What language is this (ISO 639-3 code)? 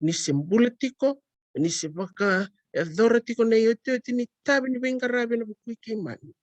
fij